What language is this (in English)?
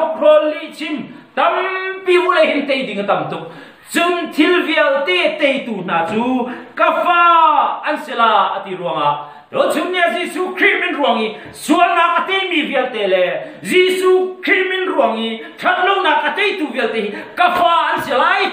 Hakha Chin